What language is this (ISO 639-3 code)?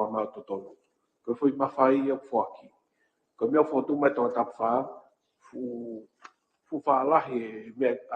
ton